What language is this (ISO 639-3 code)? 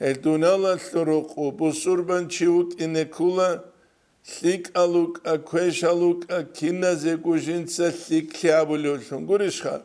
ava